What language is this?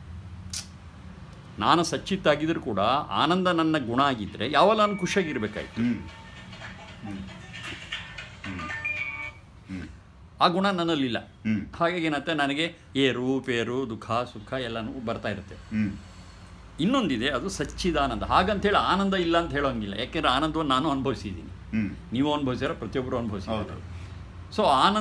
Kannada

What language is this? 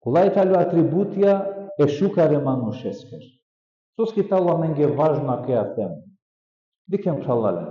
Balkan Romani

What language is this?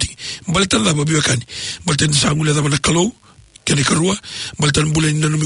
Fijian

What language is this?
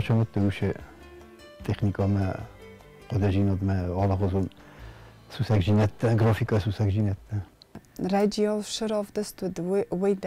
Ossetic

